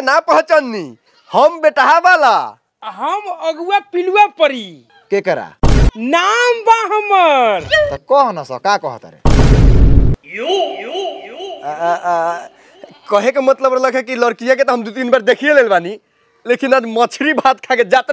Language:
Bhojpuri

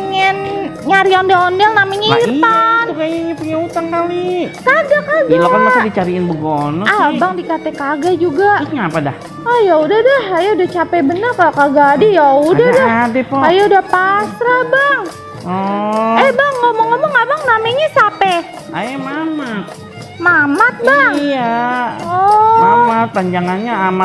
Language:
Betawi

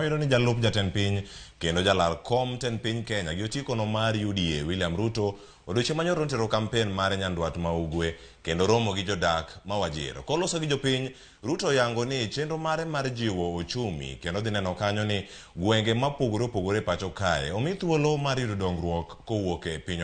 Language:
Luo (Kenya and Tanzania)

